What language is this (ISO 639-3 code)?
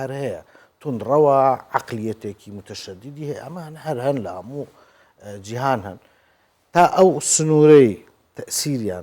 ckb